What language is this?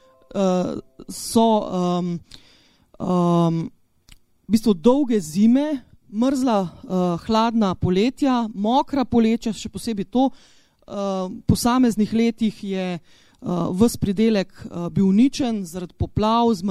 Slovenian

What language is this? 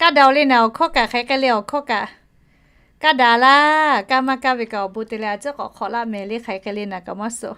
Lahu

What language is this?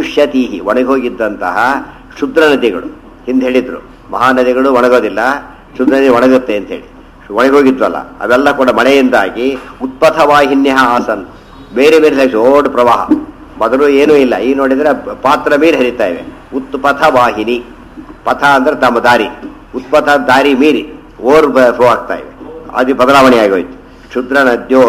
Kannada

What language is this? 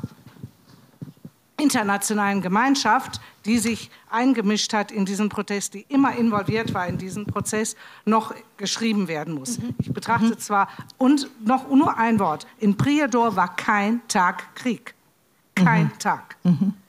German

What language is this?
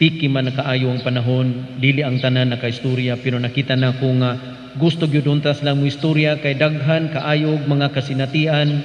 Cebuano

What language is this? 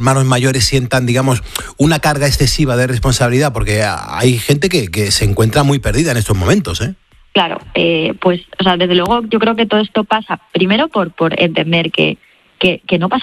Spanish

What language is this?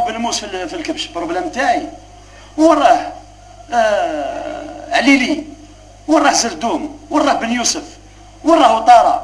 Algerian Arabic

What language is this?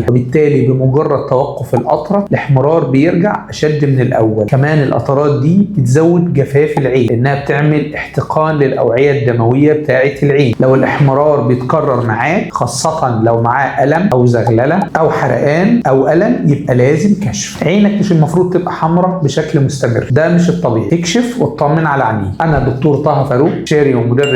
Egyptian Arabic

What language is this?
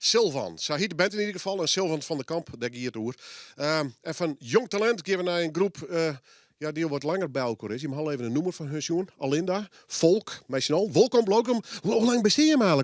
Western Frisian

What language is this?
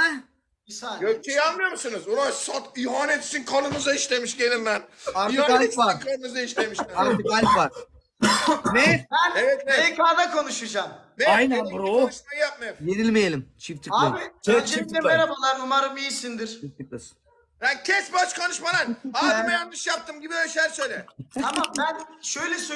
Turkish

